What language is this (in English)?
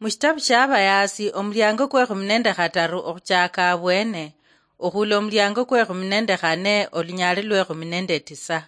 Luyia